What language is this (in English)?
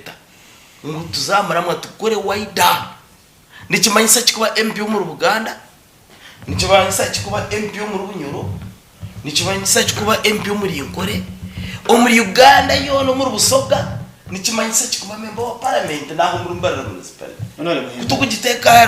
Nyankole